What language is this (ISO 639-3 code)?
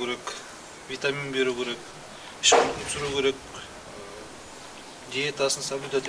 kaz